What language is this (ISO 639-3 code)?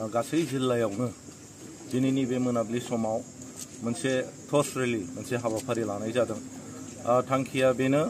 brx